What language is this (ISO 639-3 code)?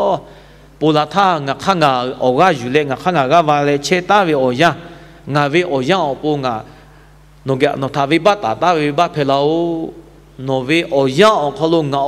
lhu